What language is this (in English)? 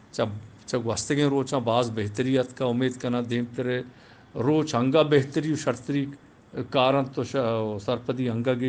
Eastern Balochi